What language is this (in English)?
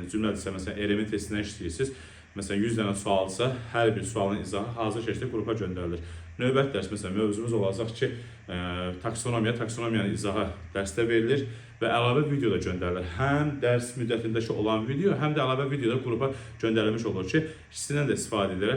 Azerbaijani